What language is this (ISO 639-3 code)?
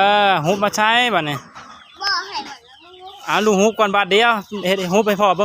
lao